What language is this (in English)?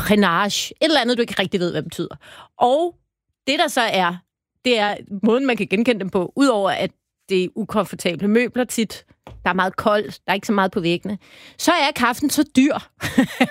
Danish